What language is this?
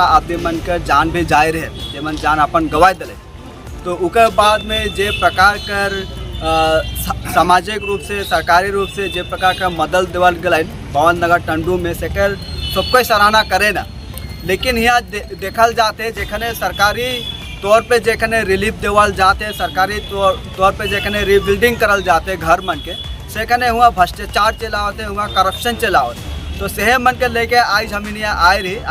Sadri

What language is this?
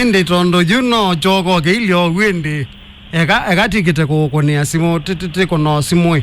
Kamba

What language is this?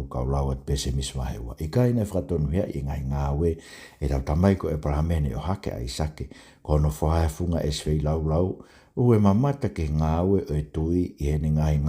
Tongan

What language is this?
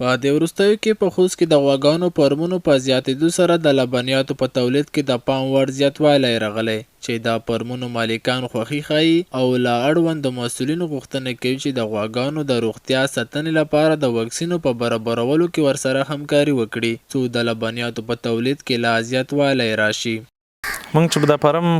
Pashto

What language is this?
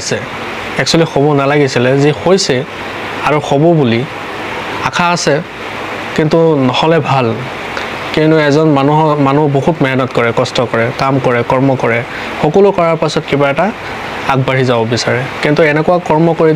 Assamese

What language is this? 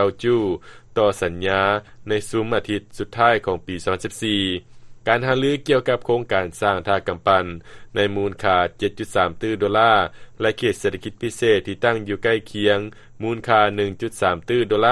Lao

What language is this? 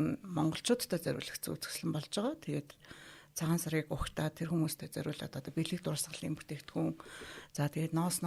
Mongolian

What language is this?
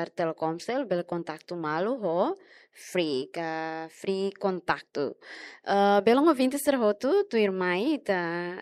Tetum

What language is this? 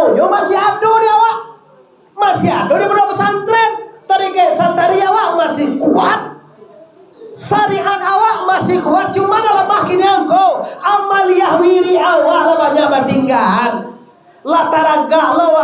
Minangkabau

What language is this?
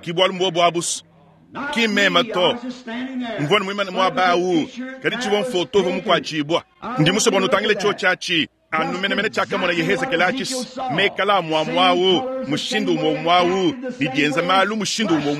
Luba-Lulua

